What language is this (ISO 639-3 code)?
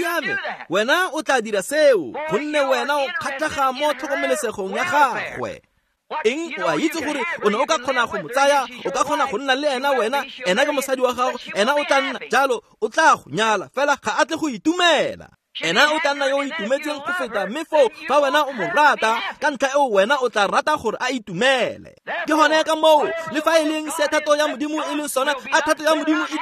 tsn